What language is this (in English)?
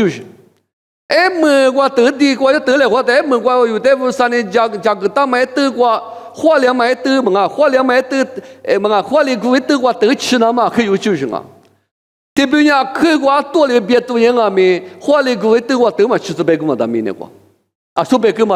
Lisu